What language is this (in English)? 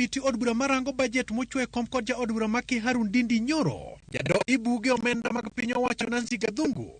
Luo (Kenya and Tanzania)